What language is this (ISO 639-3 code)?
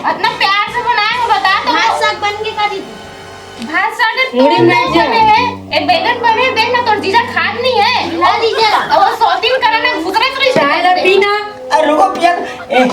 hne